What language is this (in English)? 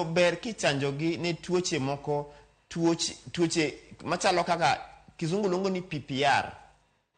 Luo (Kenya and Tanzania)